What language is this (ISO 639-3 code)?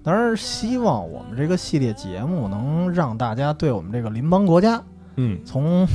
zho